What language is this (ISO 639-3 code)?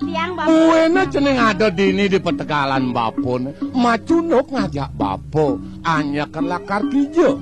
ban